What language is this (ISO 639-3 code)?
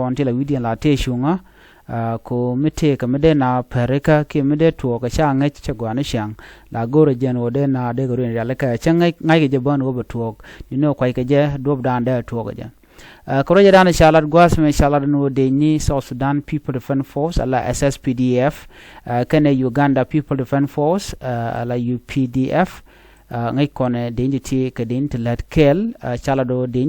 nus